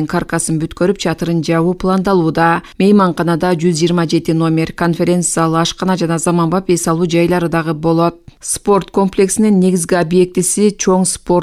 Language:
Kyrgyz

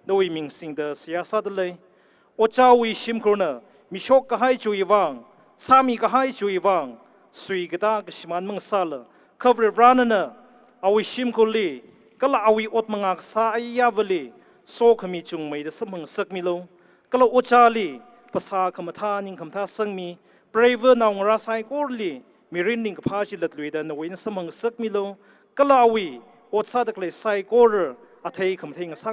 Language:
Tangkhul Naga (India)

